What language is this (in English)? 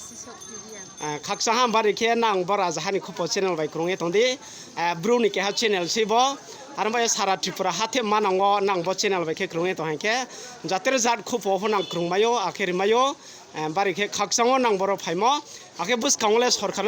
Riang (India)